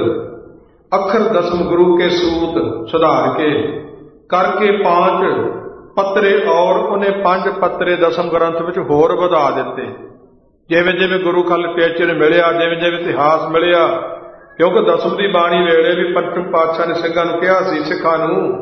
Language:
Punjabi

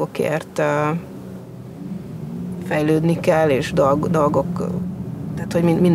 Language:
Hungarian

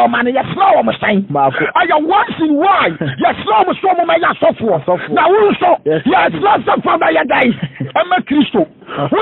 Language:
Akan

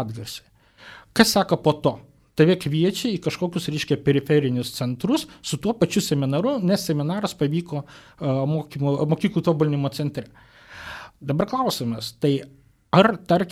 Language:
Lithuanian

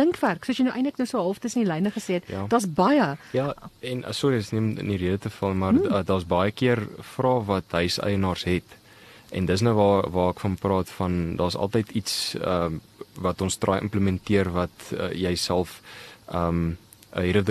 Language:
Afrikaans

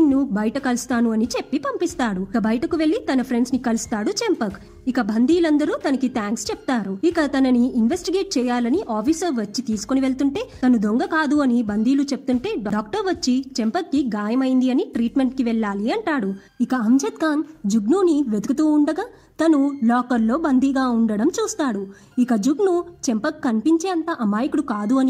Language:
Telugu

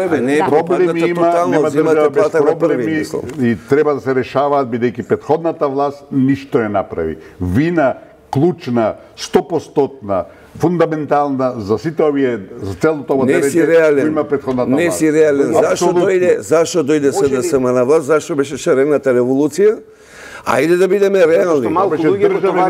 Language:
Macedonian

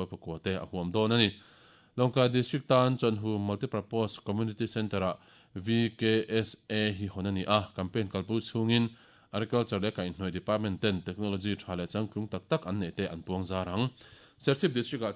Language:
Mizo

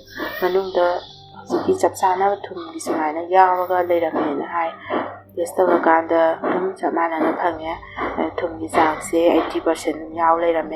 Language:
Manipuri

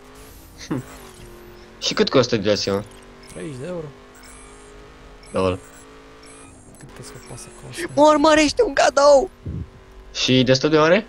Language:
Romanian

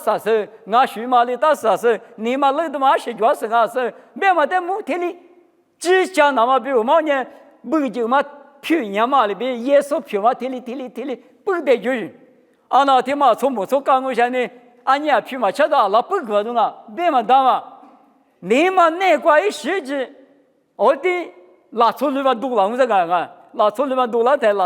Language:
Lisu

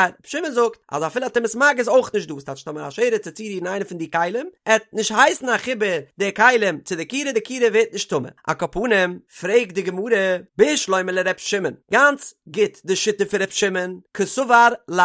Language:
Yiddish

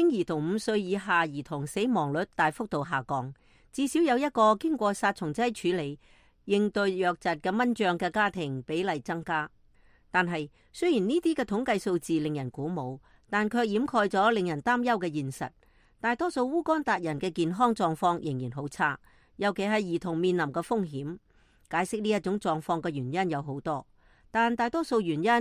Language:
Cantonese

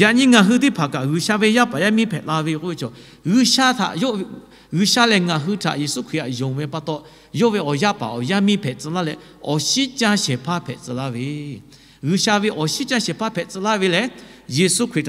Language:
Lahu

